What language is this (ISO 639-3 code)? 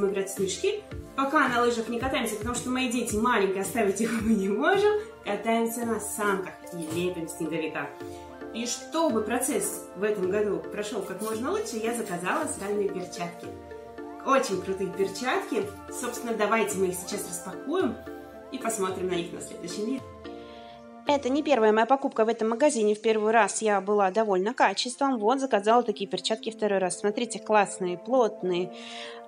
rus